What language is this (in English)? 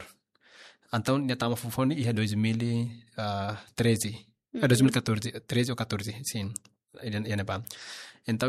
Tetum